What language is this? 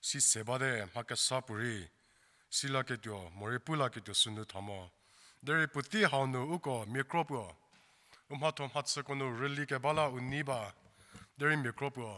Angami Naga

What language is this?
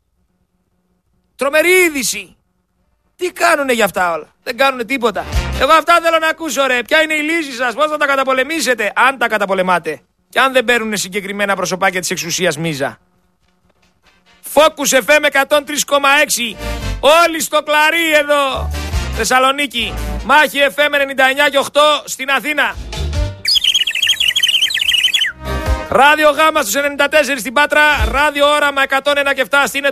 Greek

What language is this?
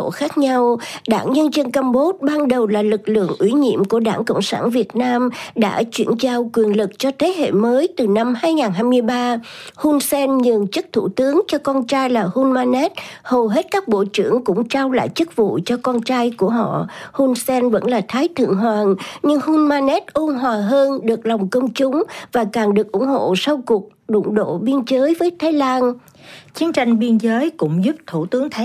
Vietnamese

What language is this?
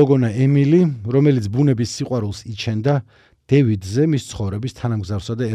Georgian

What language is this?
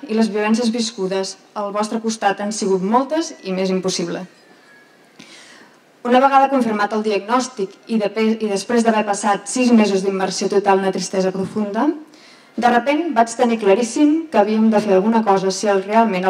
Catalan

